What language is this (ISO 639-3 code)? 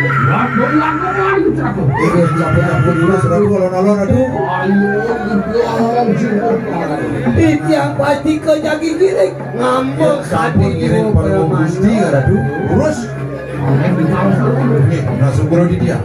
ban